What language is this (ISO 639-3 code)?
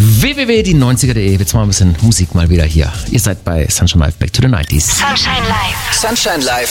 deu